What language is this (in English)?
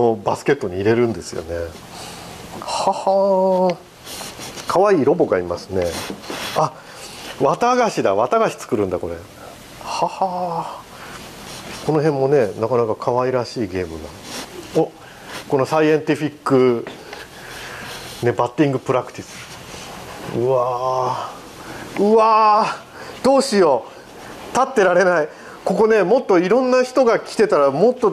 Japanese